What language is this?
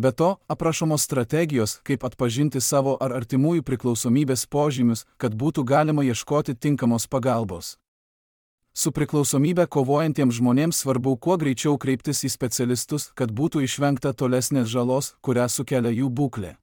Lithuanian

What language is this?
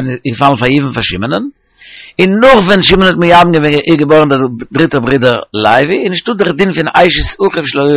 Yiddish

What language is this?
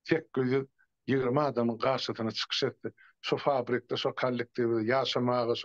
Turkmen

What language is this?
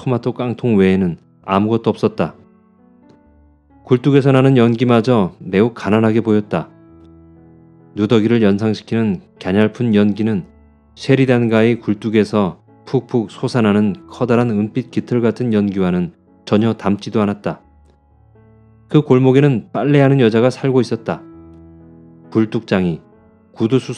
Korean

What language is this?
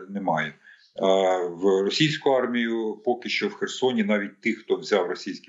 Ukrainian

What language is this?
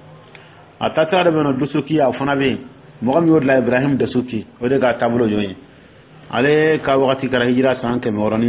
Dyula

